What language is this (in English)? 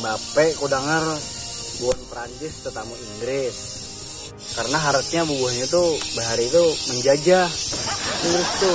Banjar